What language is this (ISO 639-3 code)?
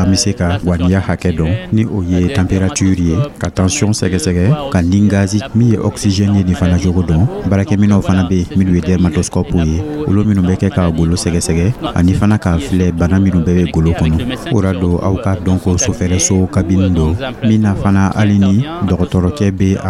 dyu